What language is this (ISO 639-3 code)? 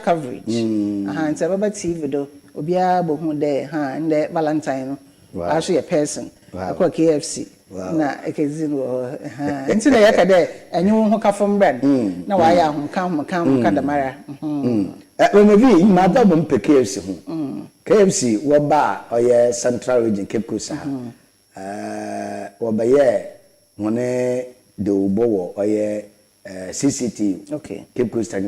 aka